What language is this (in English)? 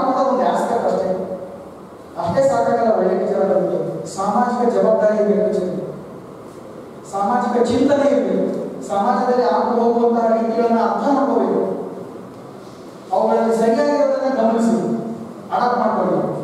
Kannada